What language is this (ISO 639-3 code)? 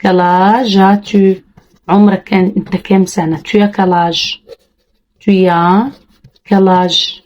arz